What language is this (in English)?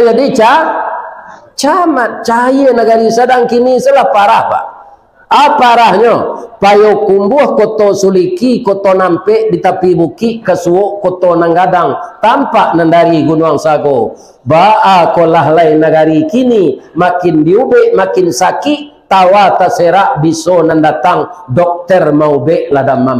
Minangkabau